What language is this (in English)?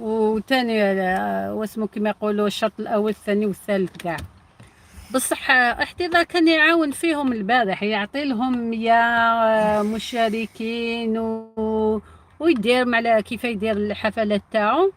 Algerian Arabic